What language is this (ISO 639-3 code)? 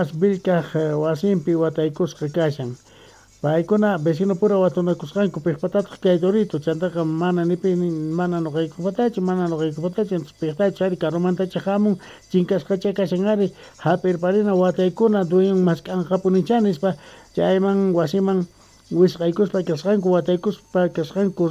que